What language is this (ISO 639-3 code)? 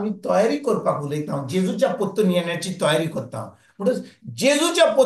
kok